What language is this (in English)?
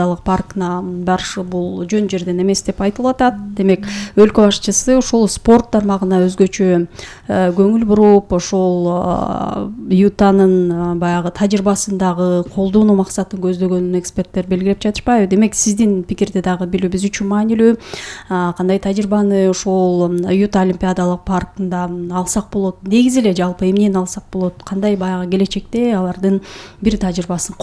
Kyrgyz